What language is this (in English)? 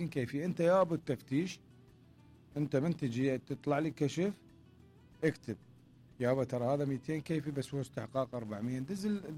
Mesopotamian Arabic